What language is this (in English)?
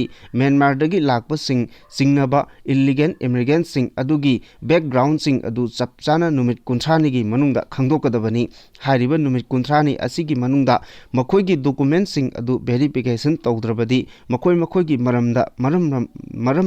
Manipuri